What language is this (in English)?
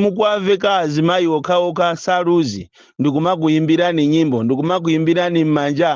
Nyanja